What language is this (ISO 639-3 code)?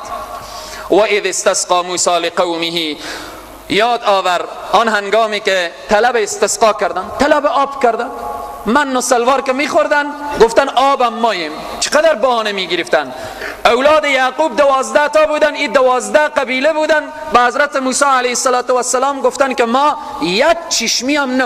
fas